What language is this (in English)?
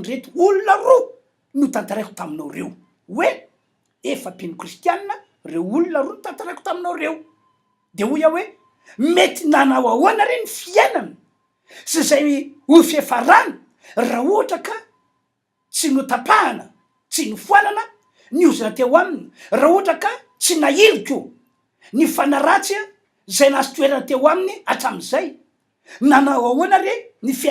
Malagasy